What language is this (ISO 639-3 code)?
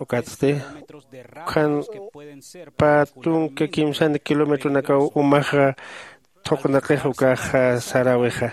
aym